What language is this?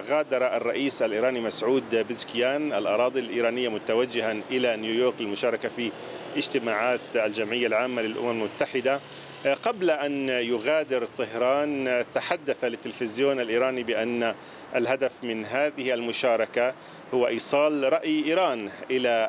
Arabic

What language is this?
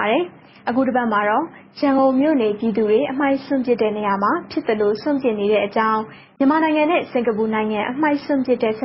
Burmese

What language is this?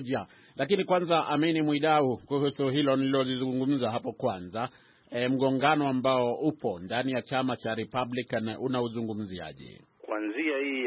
Swahili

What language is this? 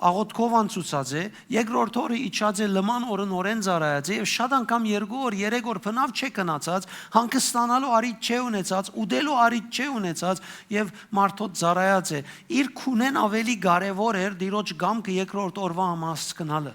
Western Armenian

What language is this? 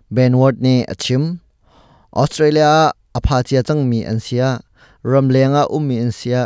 Hakha Chin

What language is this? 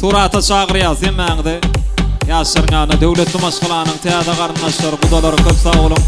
Turkmen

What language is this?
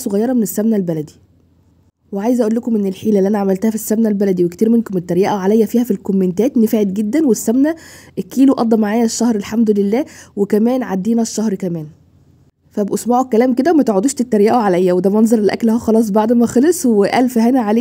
Egyptian Arabic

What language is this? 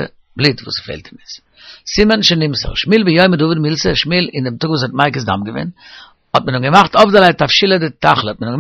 Yiddish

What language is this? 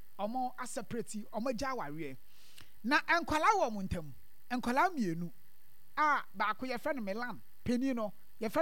Akan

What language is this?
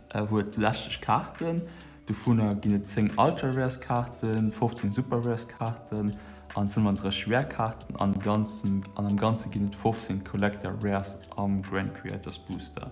Luxembourgish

